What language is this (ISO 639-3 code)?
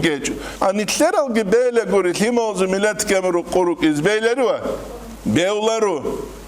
ava